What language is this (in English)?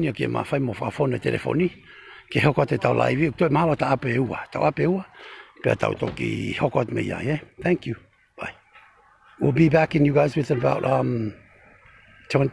Tongan